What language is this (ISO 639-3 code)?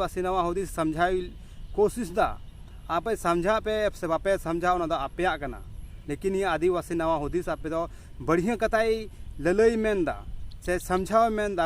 sat